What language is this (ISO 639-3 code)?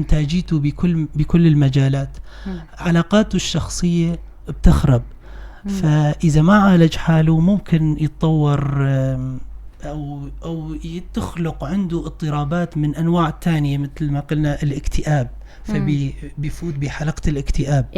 apc